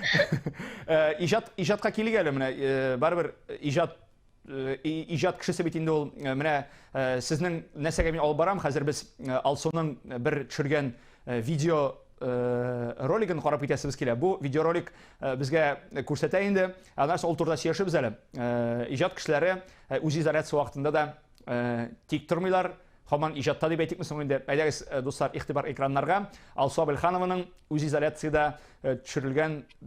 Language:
Tatar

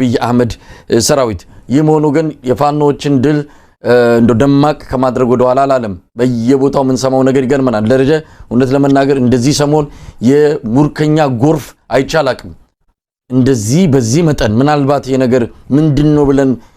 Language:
Amharic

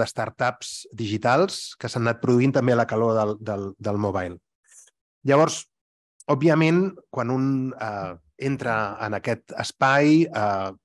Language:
Catalan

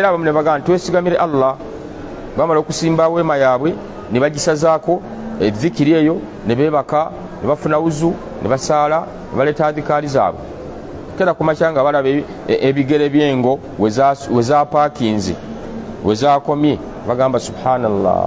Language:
Ganda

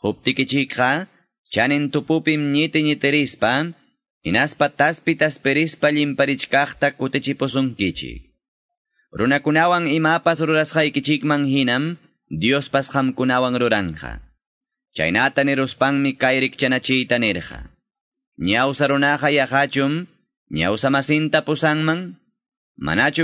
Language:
Ayacucho Quechua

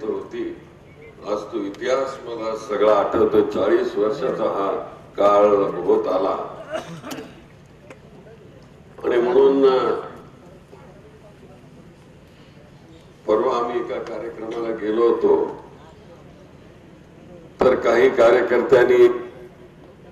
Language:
Marathi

